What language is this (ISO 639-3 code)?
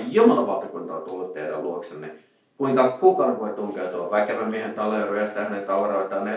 fin